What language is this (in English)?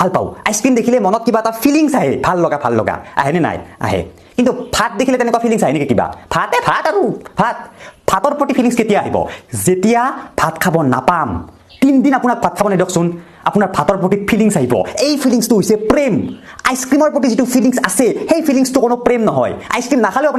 Assamese